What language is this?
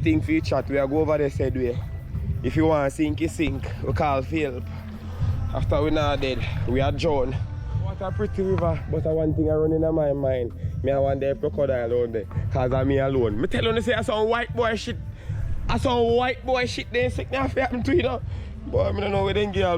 Jamaican Creole English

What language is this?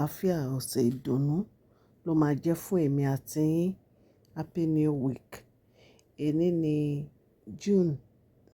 Yoruba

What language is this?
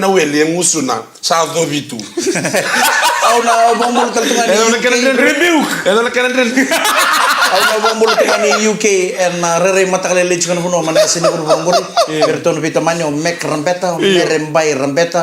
Fijian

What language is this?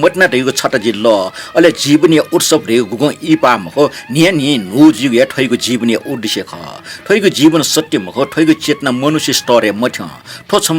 Newari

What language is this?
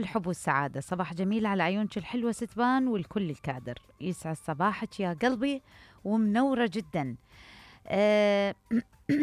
Mesopotamian Arabic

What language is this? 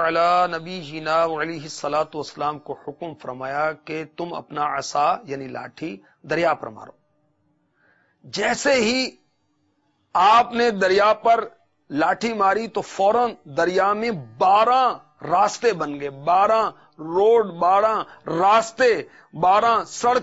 Urdu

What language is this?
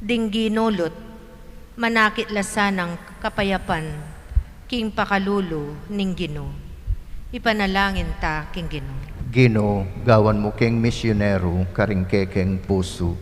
Pampanga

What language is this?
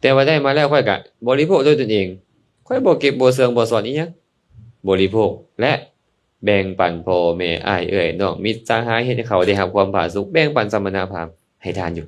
Lao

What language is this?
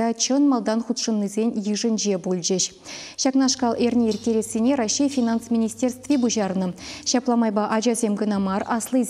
Chuvash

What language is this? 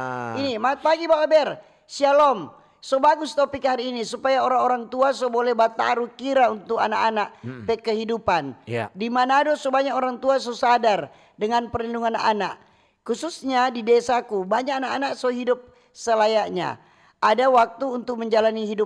Manado Malay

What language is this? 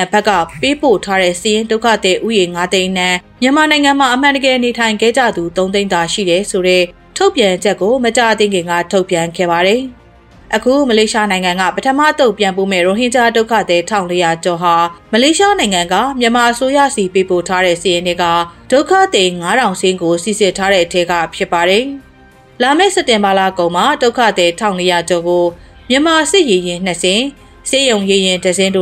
Burmese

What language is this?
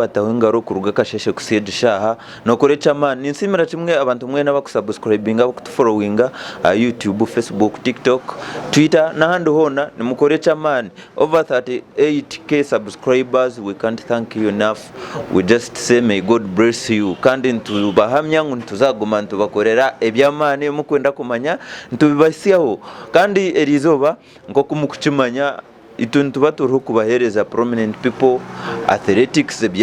Nyankole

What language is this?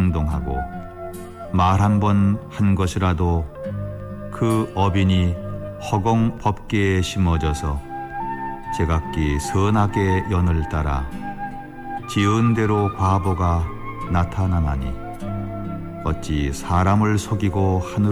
Korean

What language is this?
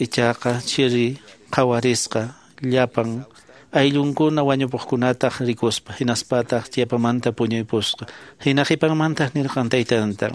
Quechua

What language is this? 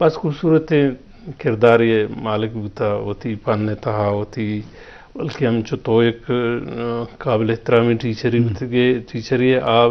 Eastern Balochi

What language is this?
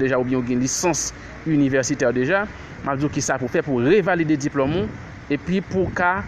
Haitian Creole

